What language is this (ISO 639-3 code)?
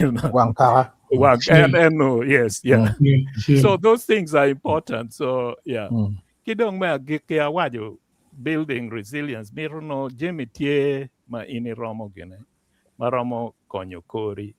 ach